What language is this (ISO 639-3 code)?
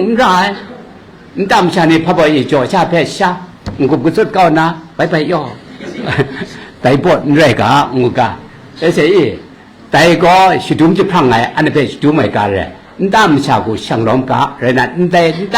kac